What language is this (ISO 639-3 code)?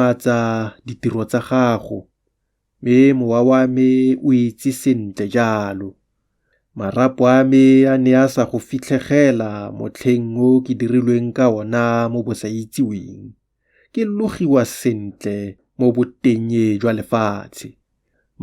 tsn